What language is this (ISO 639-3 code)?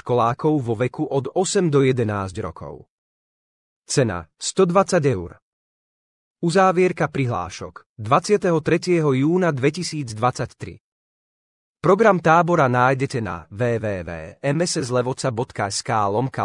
slk